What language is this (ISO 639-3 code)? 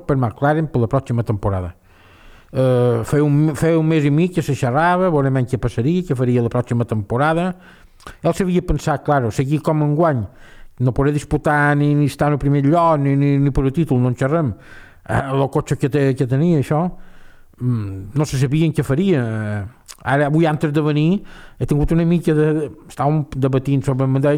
cat